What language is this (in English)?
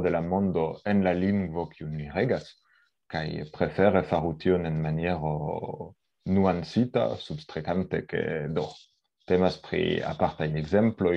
Esperanto